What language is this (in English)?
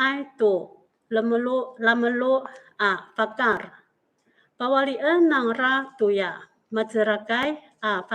Amis